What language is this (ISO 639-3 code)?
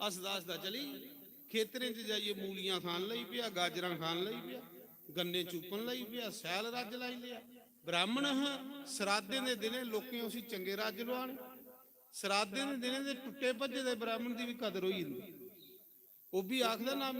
doi